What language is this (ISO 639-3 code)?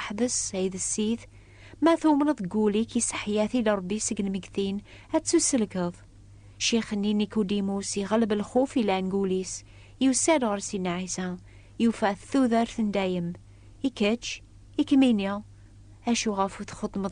kab